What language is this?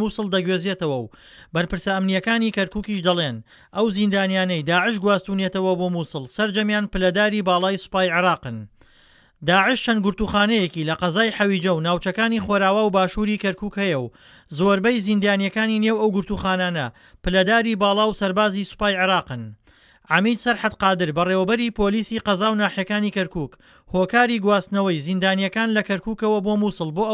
Central Kurdish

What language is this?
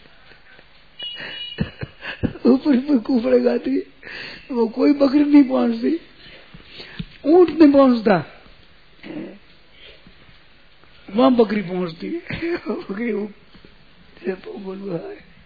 Hindi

